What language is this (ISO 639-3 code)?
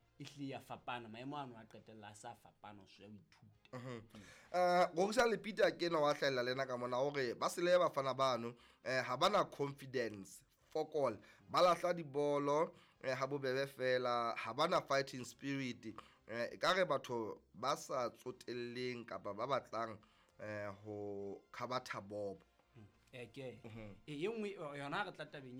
sot